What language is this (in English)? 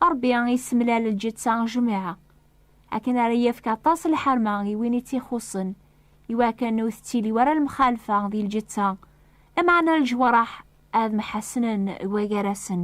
Kabyle